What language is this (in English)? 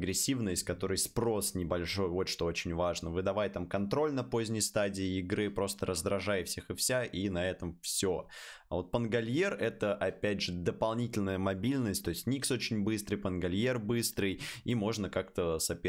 Russian